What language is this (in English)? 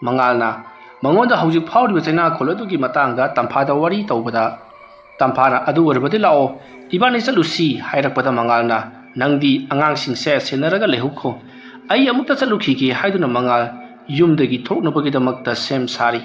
Manipuri